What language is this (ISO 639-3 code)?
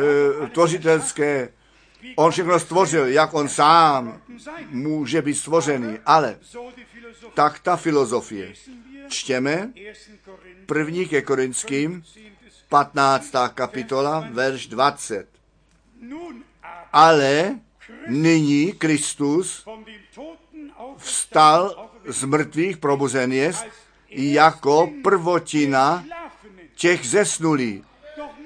ces